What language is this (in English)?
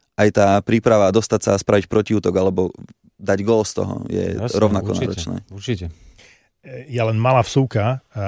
Slovak